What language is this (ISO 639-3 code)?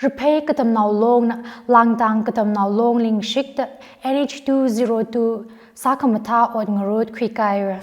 nmf